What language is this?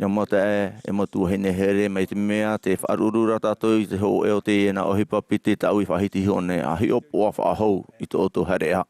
Tahitian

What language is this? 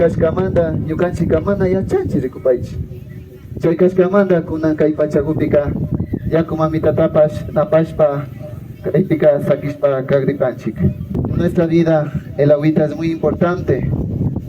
Imbabura Highland Quichua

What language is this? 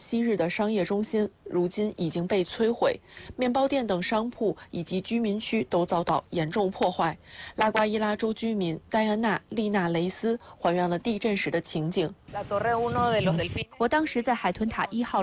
Chinese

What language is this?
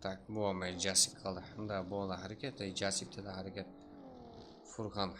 Kara-Kalpak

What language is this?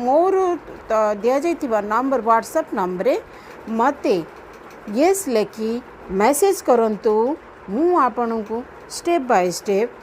Odia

